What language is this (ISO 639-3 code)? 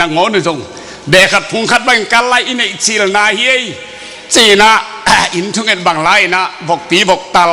ctd